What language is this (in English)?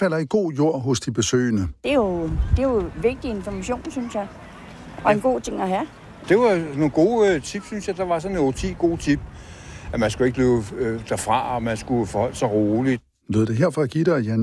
Danish